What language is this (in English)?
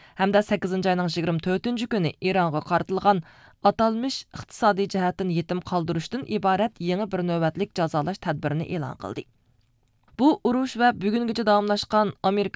Uyghur